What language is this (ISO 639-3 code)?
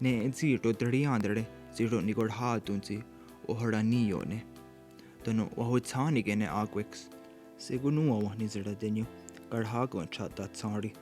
moh